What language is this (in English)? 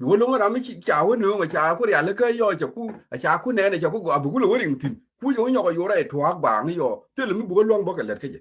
Nuer